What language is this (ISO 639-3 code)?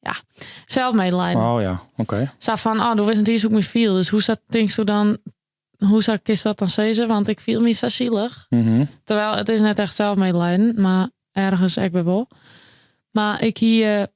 fry